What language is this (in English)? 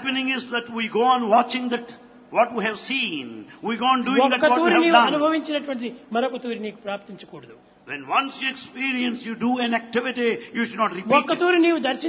Telugu